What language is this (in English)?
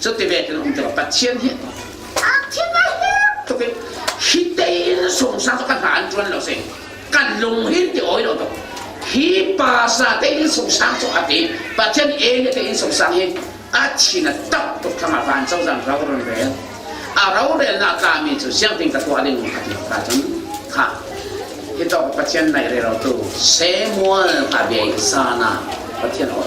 Falam Chin